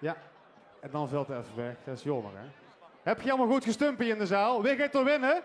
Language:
Limburgish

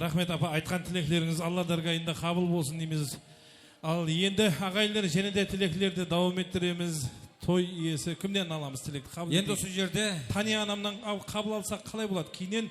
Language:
Kara-Kalpak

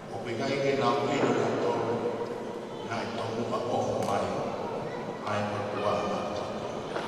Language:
Tongan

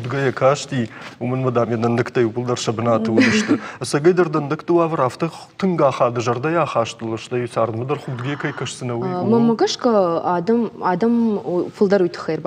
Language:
Ossetic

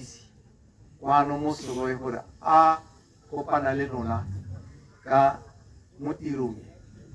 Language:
Tswana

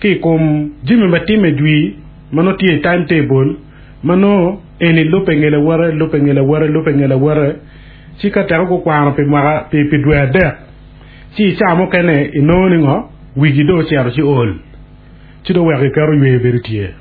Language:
Acoli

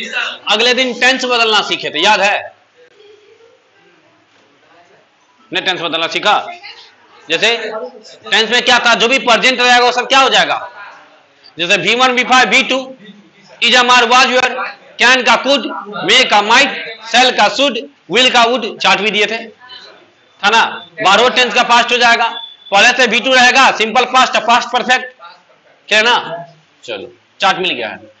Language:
Hindi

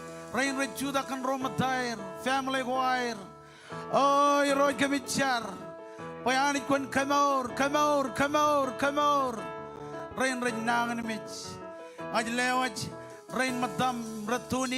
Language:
Marshallese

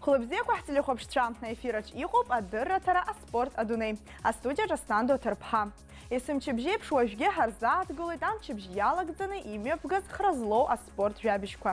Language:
Abkhazian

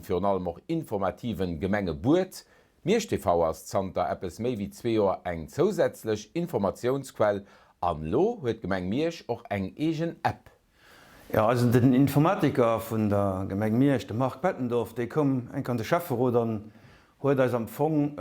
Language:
Luxembourgish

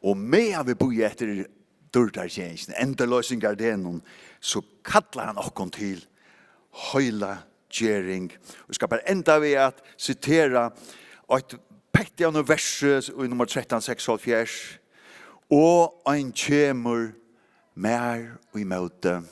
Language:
Faroese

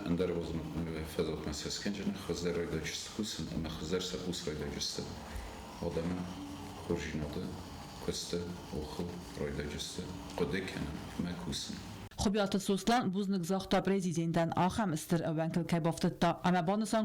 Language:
Ossetic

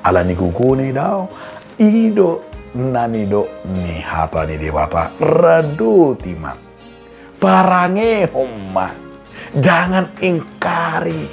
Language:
Batak Toba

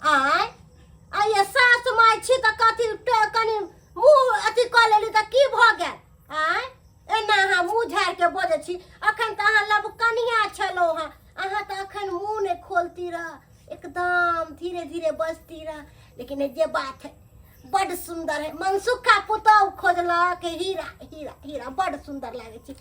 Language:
Maithili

